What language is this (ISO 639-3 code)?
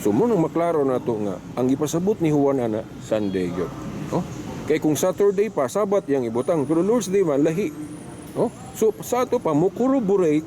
ceb